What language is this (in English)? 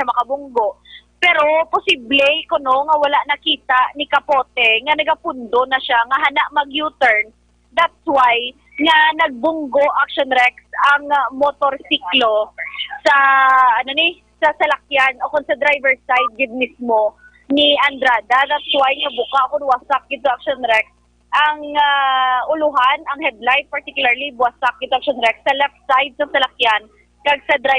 Hiligaynon